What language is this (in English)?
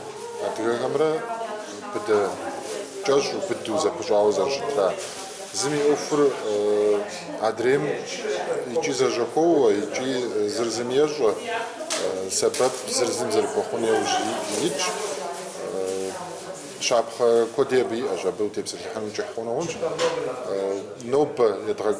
Kabardian